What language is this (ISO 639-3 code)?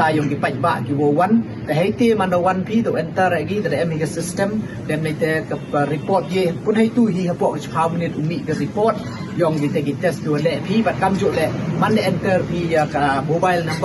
pbv